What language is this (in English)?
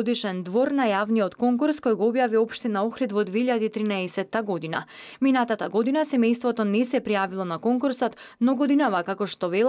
Macedonian